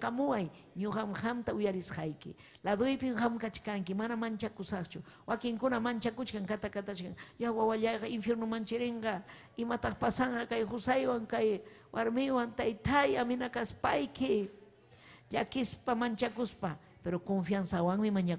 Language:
Ayacucho Quechua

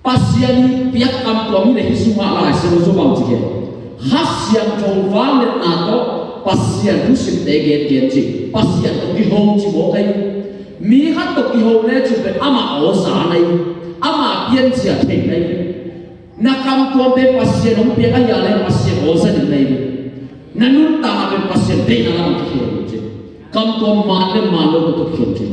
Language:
Tedim Chin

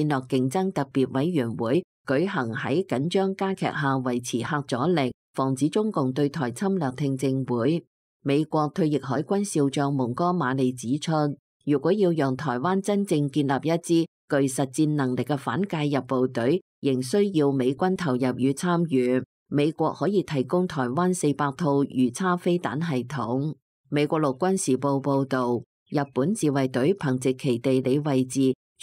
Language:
Cantonese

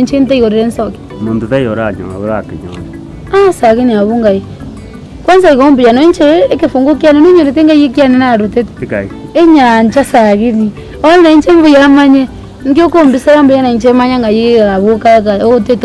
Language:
Gusii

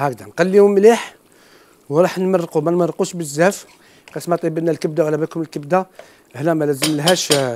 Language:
Algerian Arabic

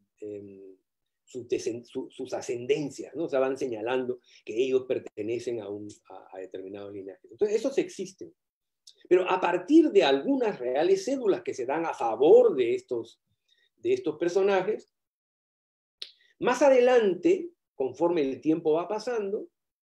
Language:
Spanish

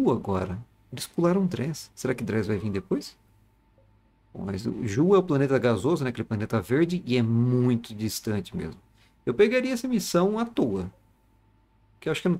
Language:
Portuguese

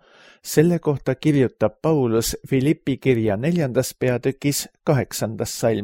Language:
Estonian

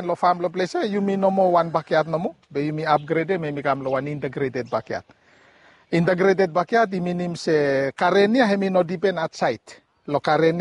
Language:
Bislama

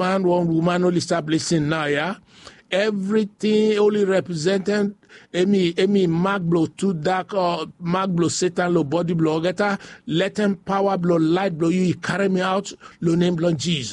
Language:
Bislama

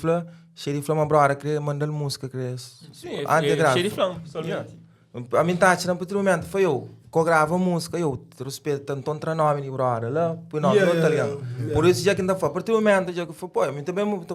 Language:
Kabuverdianu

